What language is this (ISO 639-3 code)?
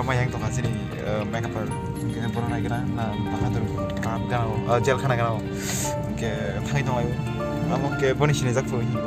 trp